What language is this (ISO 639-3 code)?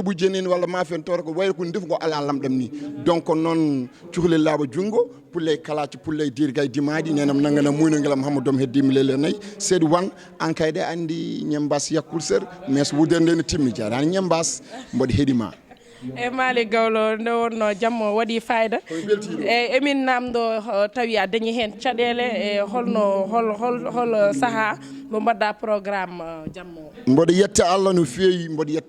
ful